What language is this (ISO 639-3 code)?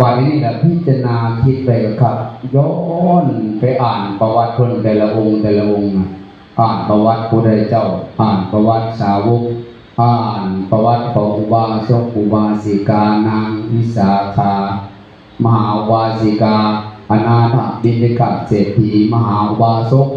tts